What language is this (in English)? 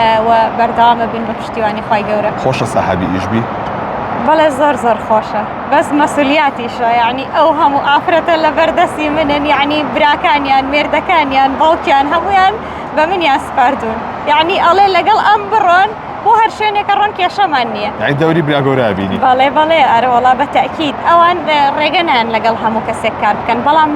Central Kurdish